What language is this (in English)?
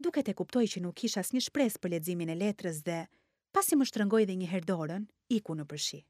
Albanian